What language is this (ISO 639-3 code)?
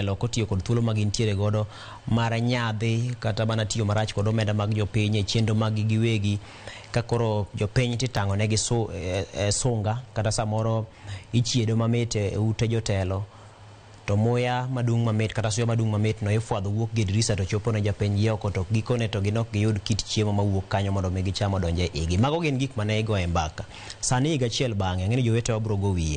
luo